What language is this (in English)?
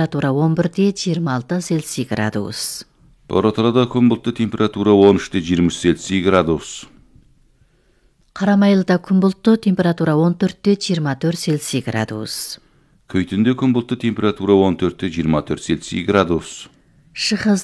Kazakh